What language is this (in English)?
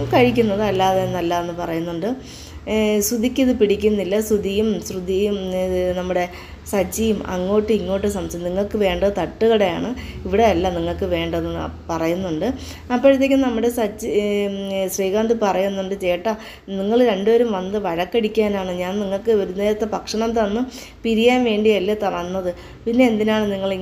Malayalam